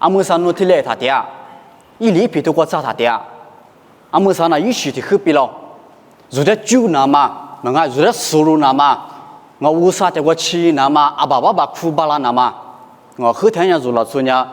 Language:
Lisu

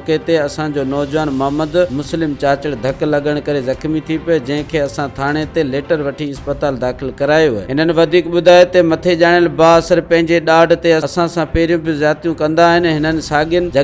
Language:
Sindhi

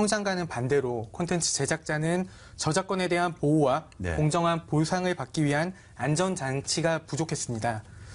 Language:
Korean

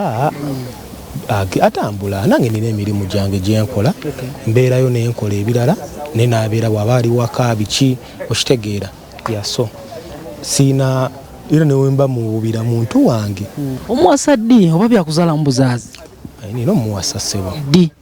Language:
Ganda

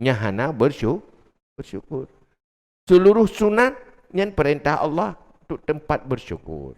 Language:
Achinese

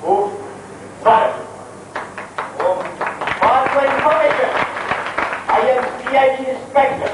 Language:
Brahui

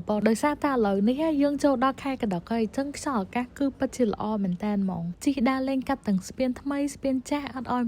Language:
Khmer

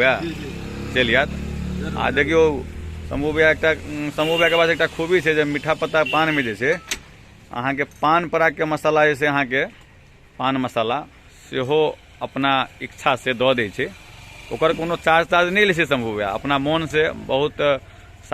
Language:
Maithili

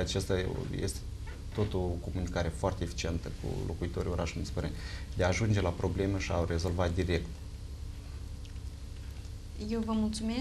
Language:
Romanian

